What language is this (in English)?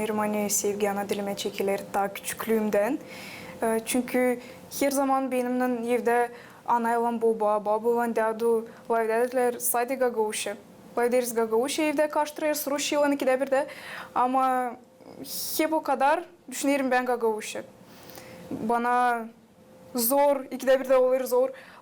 Gagauz